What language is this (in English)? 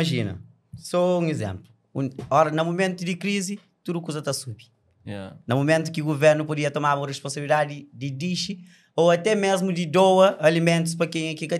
Kabuverdianu